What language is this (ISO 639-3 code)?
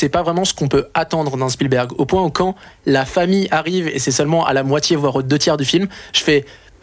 fra